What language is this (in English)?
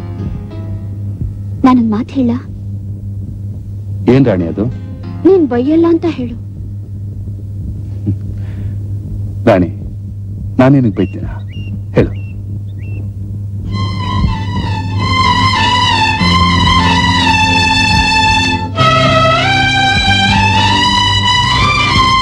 Kannada